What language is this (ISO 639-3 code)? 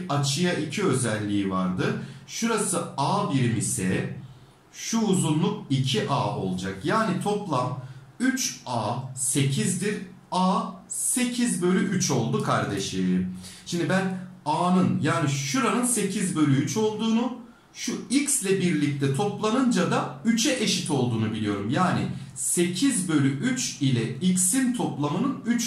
tur